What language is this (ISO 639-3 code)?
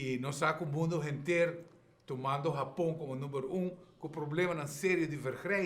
pap